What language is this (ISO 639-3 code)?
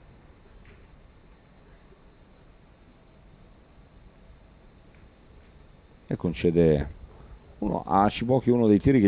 ita